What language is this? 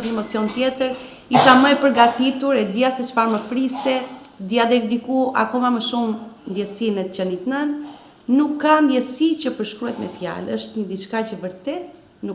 Albanian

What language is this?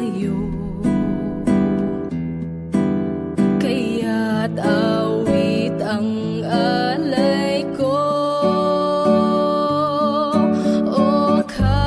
Filipino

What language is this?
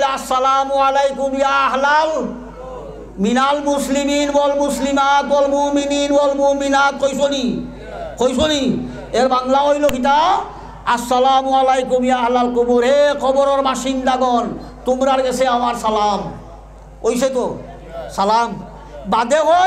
Sylheti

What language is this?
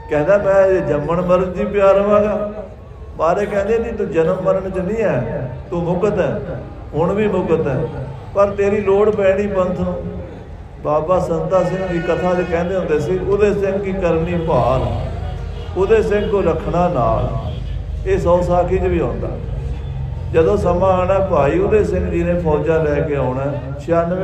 Punjabi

